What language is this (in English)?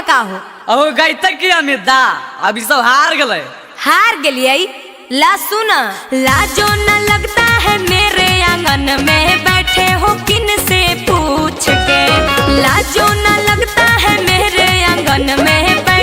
Magahi